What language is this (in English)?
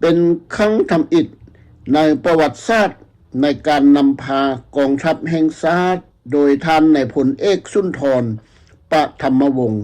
Lao